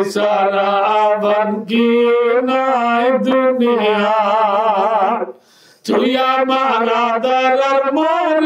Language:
Rohingya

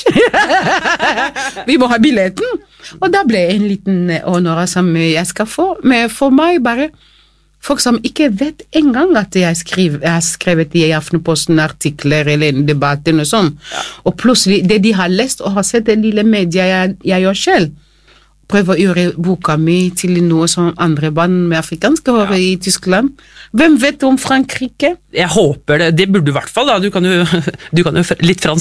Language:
Norwegian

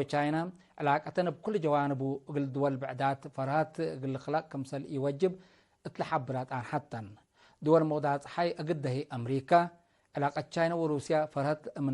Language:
Tigre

